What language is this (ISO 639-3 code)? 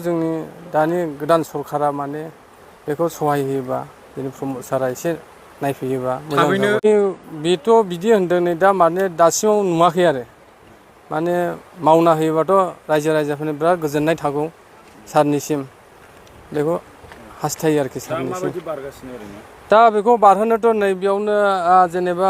brx